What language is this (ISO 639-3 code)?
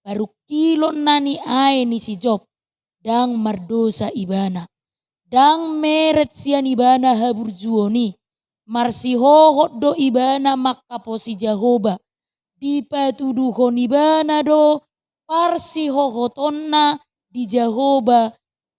bbc